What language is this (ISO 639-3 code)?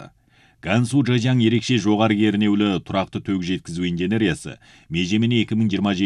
kaz